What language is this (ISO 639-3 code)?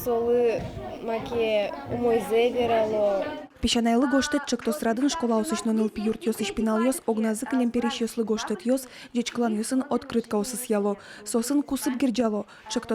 udm